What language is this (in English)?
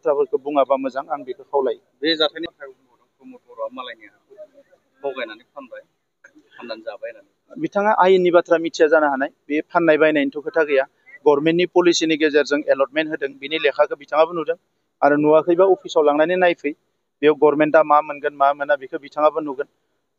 Bodo